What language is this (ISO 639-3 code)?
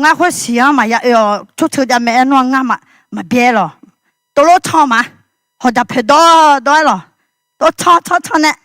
ahk